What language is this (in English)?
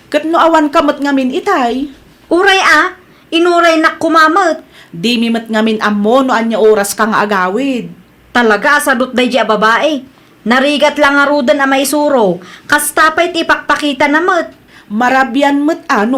Iloko